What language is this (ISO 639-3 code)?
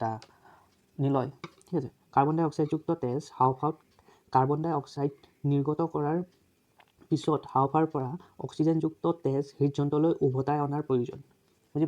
asm